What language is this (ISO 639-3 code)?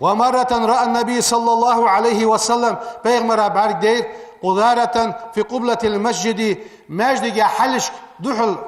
inh